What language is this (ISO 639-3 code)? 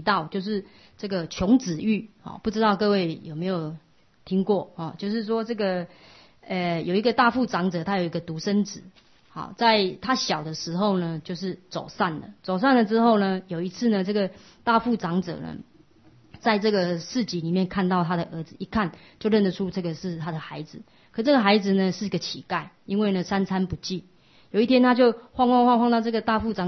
zho